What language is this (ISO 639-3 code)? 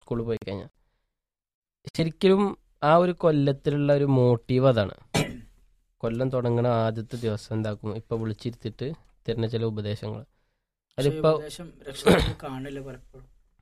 mal